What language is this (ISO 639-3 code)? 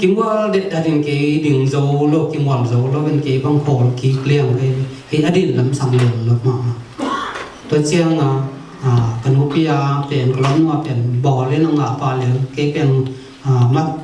ctd